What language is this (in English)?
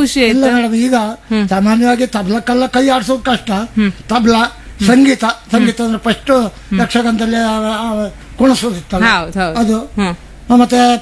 Kannada